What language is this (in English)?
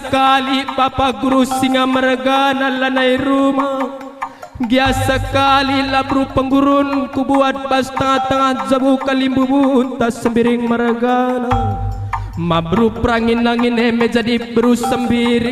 Batak Karo